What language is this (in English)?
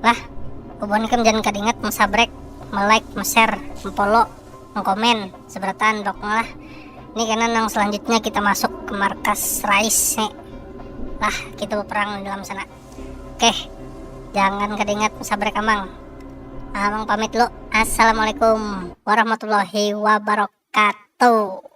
Banjar